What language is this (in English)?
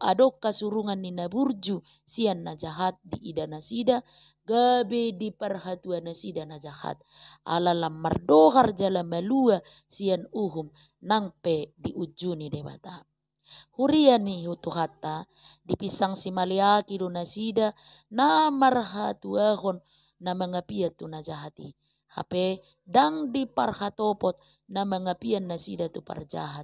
Batak Toba